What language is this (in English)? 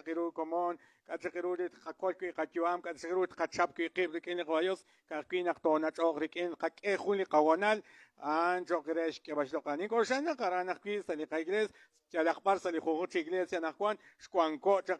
Kekchí